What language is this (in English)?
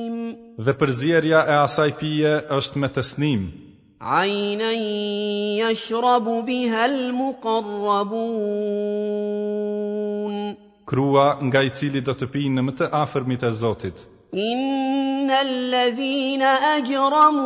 Albanian